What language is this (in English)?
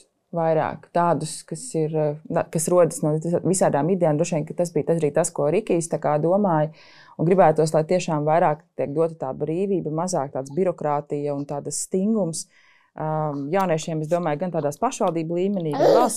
Latvian